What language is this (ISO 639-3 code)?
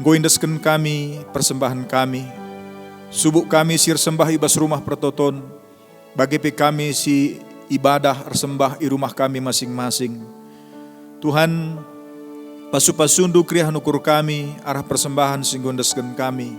btx